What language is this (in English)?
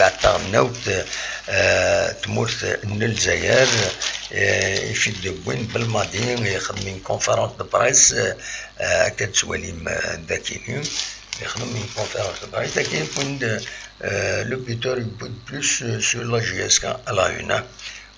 Kabyle